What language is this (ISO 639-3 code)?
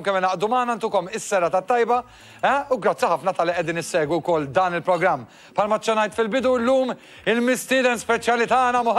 mlt